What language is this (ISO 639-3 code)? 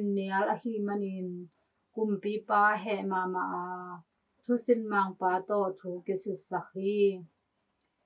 ctd